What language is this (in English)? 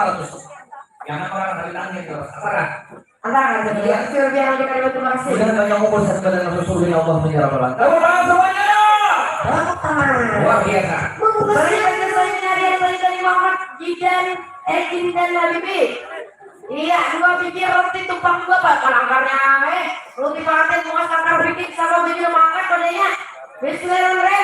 Banjar